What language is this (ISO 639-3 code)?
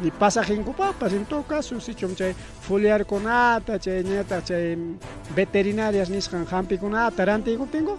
quy